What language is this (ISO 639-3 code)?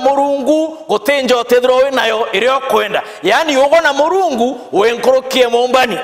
mer